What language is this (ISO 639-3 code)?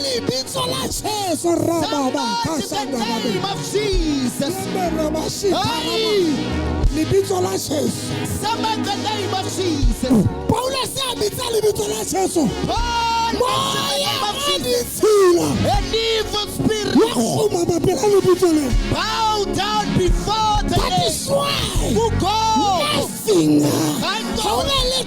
sot